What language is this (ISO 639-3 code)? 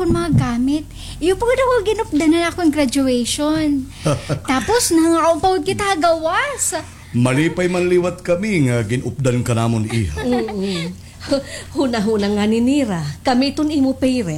war